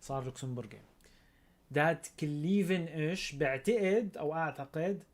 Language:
North Levantine Arabic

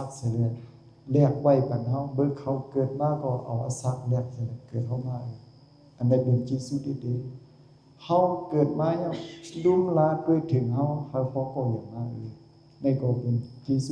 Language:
Shan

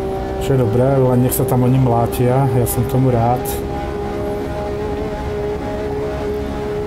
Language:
Slovak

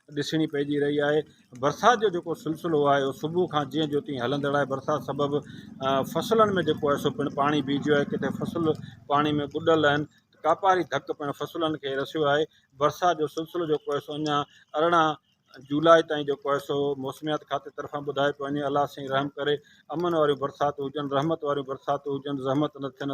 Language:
Sindhi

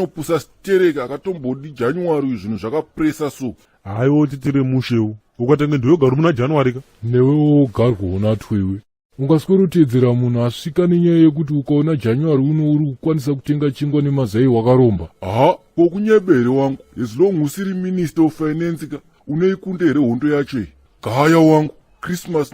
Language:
Shona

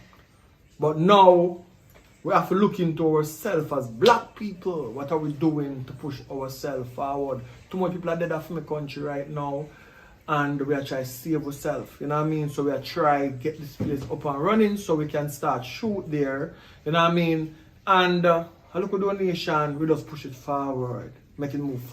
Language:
Jamaican Creole English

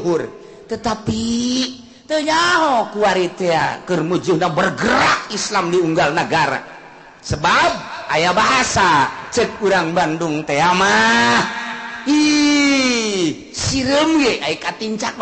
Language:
Sundanese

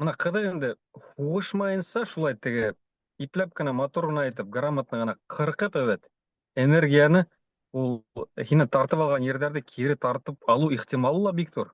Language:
Bashkir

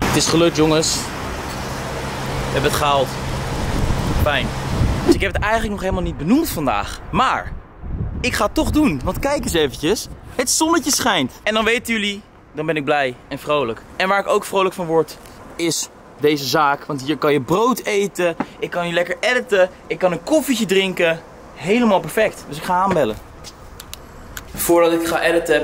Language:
Dutch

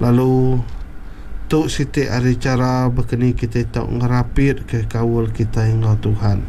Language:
Iban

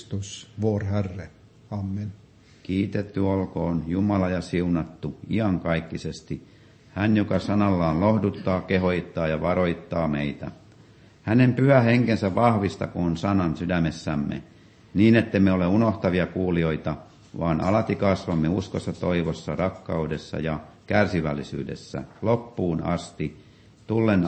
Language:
Finnish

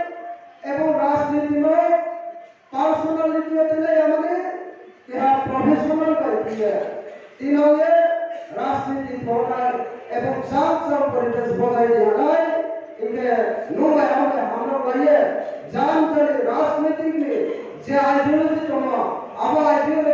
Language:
Riang (India)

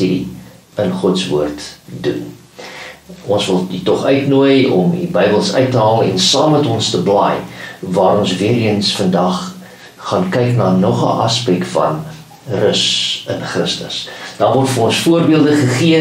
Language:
Afrikaans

